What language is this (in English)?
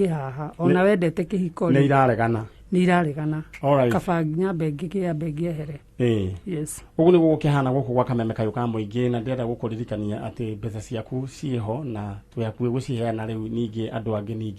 Kikuyu